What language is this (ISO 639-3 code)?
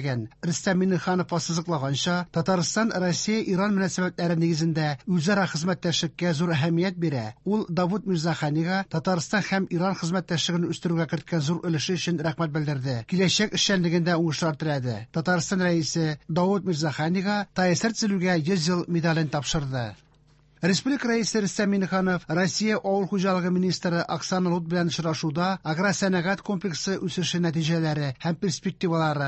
tat